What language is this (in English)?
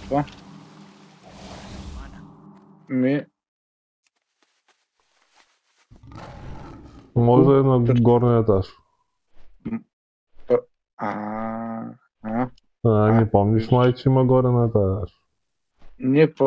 Bulgarian